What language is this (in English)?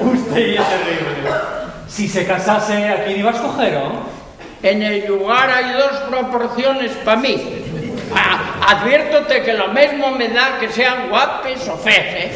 Asturian